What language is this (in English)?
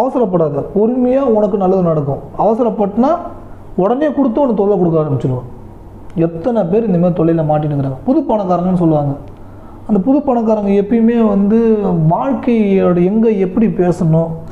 Tamil